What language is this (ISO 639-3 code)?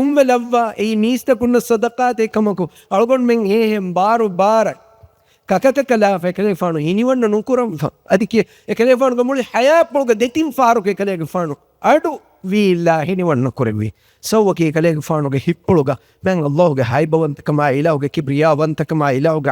div